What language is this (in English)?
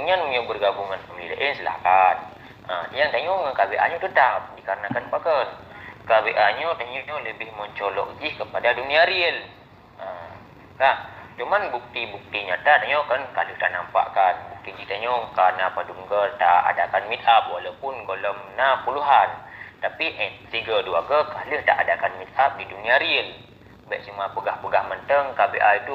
Achinese